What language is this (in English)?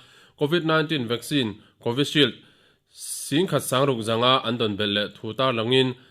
Mizo